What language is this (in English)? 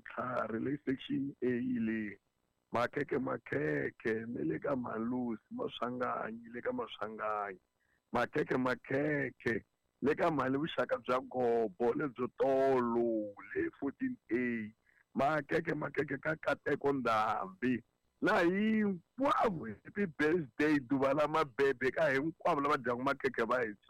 Tsonga